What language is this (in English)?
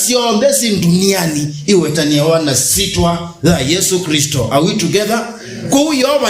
Kamba